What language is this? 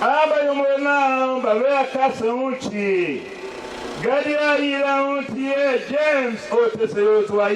Tiv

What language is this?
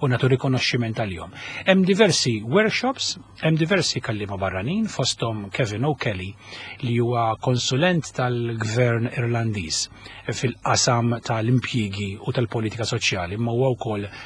Maltese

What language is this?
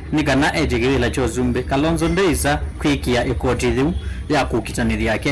Kamba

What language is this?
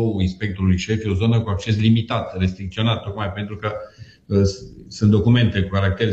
Romanian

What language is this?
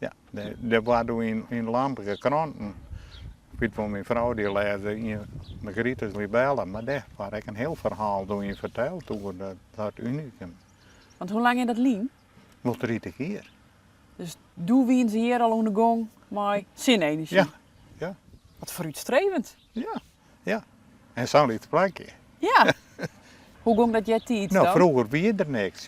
Western Frisian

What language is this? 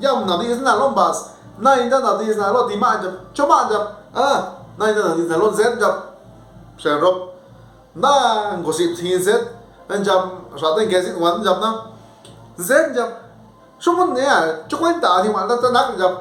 Zapotec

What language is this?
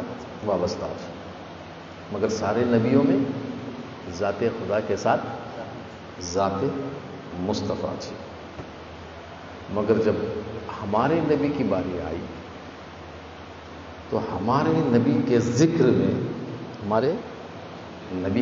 Urdu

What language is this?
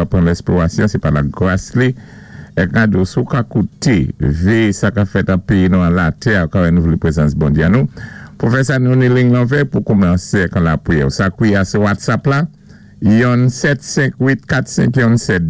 Saint Lucian Creole French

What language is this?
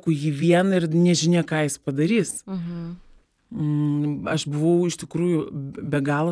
Lithuanian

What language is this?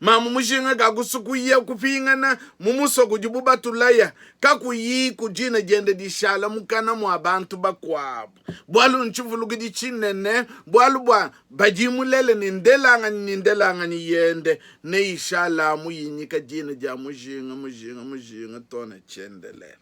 Luba-Lulua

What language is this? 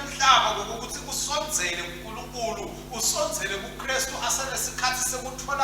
Swati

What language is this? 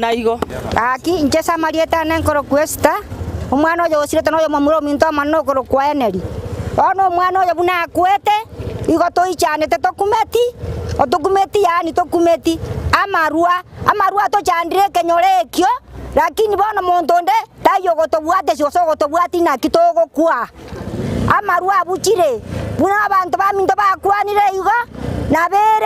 Gusii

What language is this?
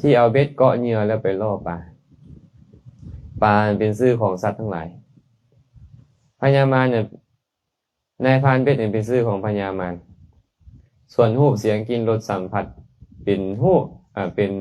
Lao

